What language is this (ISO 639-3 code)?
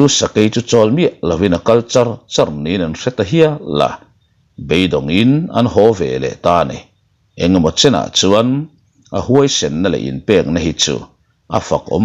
lus